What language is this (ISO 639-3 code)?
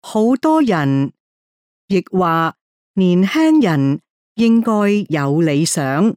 yue